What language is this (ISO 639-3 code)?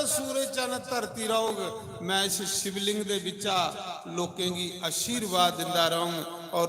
doi